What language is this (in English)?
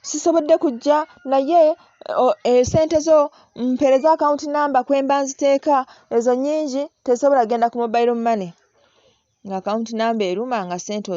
Ganda